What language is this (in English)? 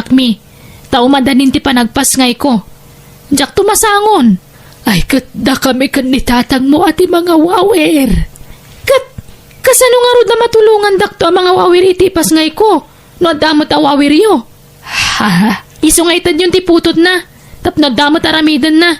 Iloko